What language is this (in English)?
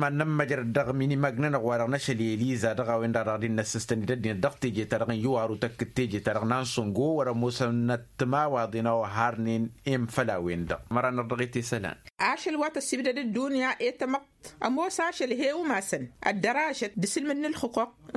Tamasheq